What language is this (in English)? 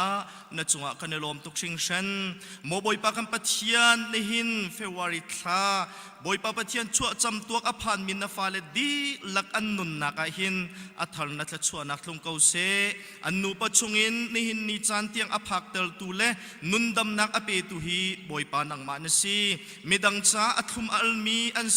Hakha Chin